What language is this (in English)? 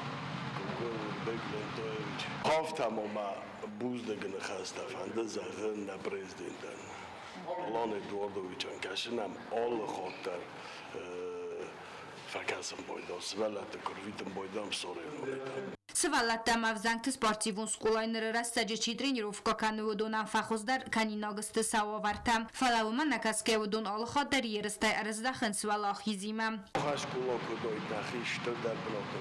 Ossetic